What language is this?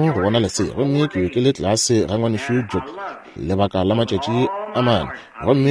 Northern Sotho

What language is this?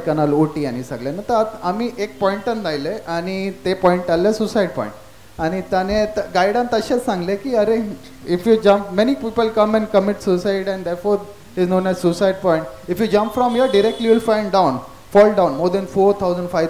Konkani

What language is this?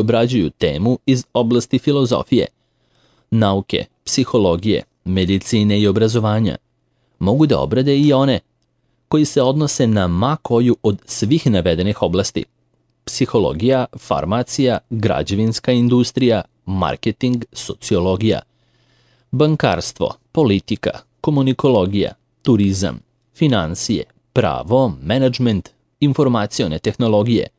Serbian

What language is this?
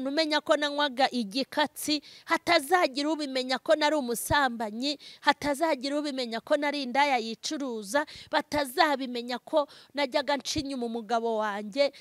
Kinyarwanda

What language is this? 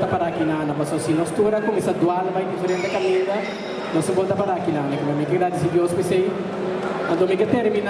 Papiamento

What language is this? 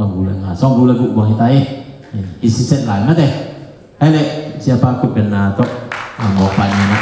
Tedim Chin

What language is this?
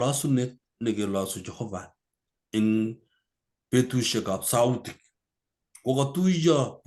Kalenjin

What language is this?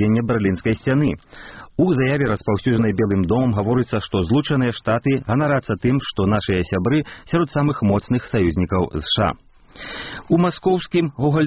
Belarusian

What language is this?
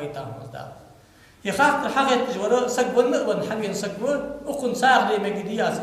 Ingush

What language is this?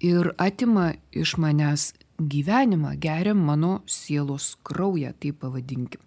Lithuanian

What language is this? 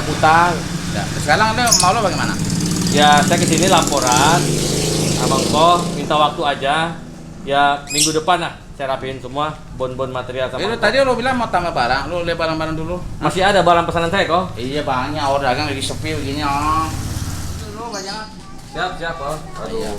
Betawi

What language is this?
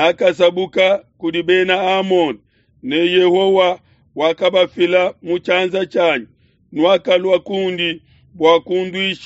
Luba-Lulua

